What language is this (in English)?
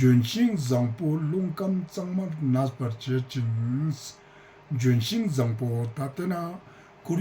Ladakhi